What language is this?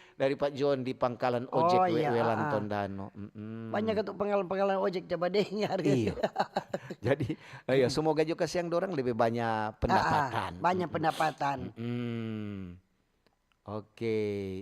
Manado Malay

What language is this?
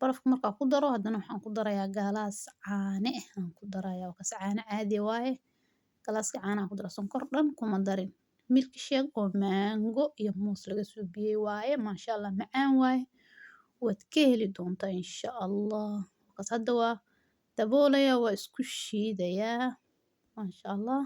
Somali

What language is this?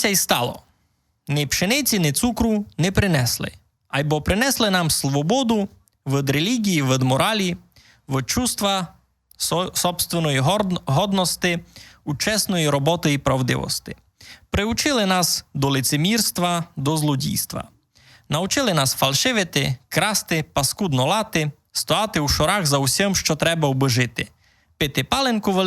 Rusyn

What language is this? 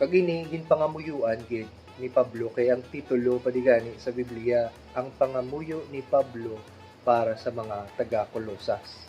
Hiligaynon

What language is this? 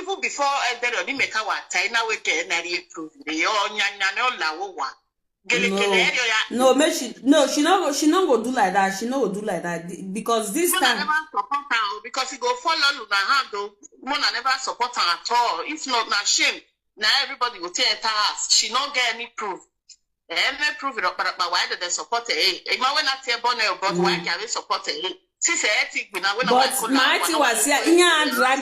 Nigerian Pidgin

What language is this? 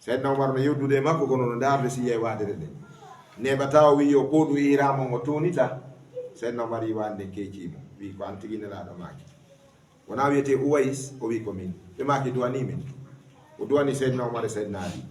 Fula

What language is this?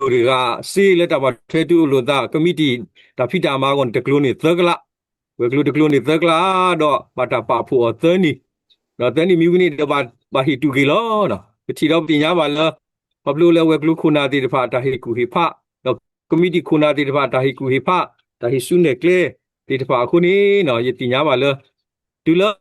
S'gaw Karen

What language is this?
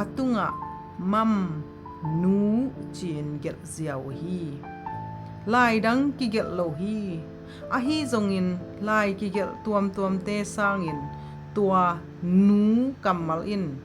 Tedim Chin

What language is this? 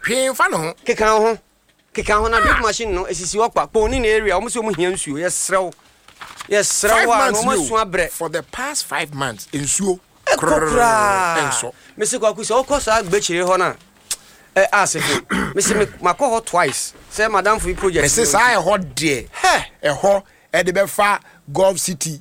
Akan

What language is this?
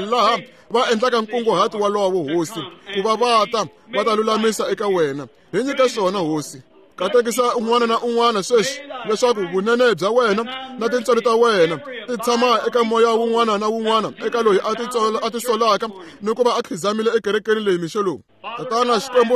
Tsonga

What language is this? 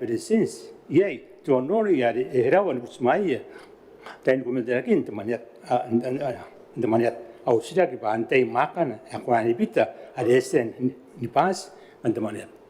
Gilbertese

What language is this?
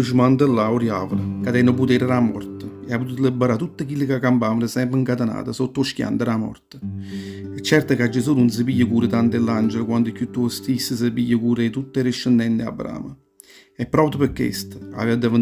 Neapolitan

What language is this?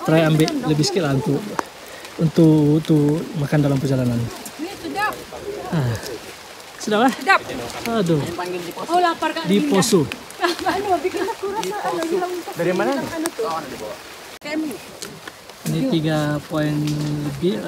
Malay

